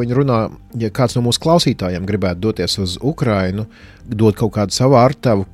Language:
Latvian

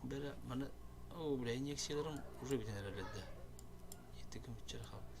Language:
Yakut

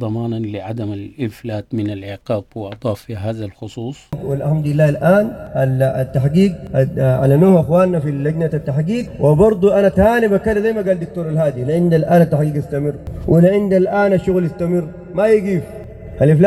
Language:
Sudanese Arabic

